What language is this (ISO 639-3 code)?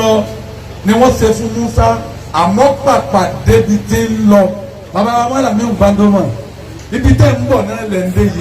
yor